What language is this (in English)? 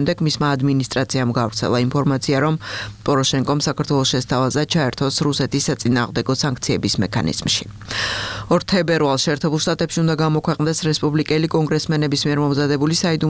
Georgian